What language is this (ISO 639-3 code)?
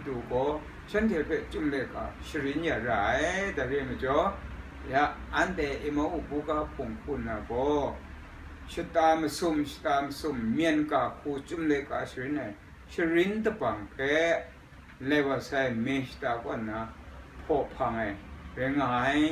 kac